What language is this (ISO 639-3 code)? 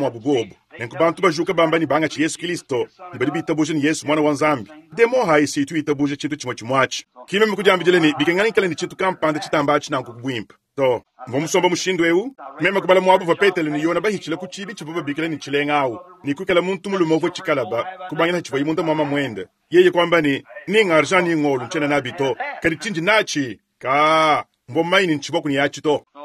lua